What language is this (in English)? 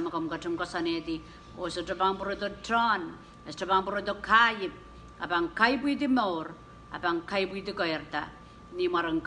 Pohnpeian